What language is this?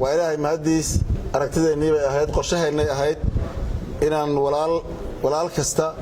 Somali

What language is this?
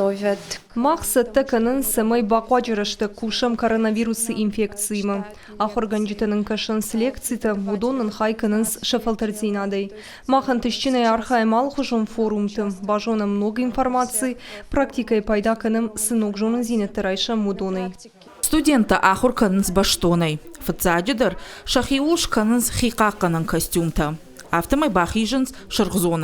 Ossetic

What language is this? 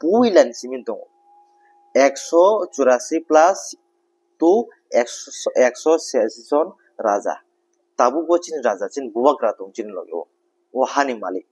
Kok Borok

